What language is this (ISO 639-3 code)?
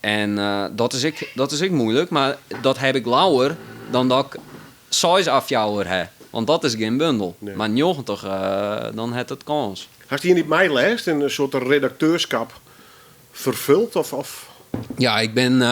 fry